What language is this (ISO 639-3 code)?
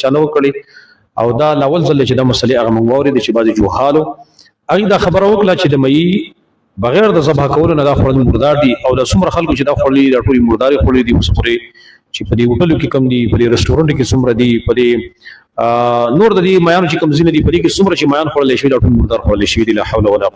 pus